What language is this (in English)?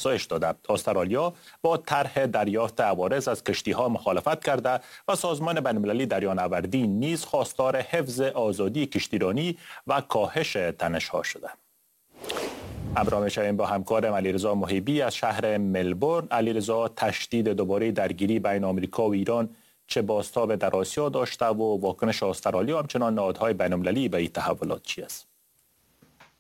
Persian